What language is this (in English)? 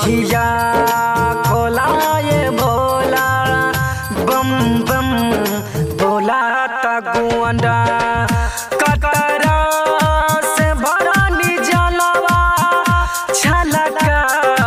Bhojpuri